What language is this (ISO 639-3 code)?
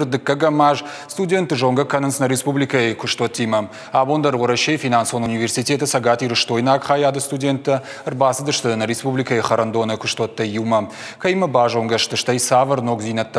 oss